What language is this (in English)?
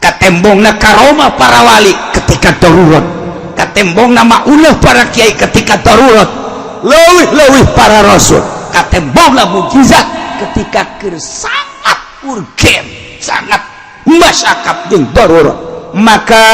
Sundanese